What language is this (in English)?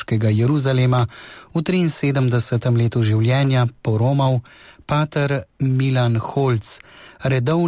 Slovenian